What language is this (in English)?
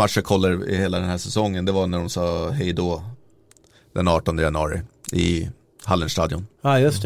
Swedish